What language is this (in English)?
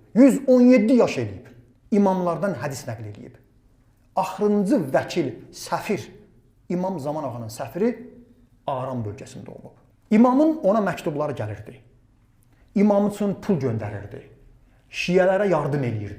Azerbaijani